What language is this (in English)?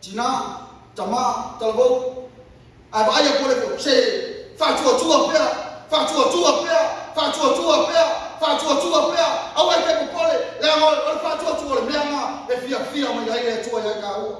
Samoan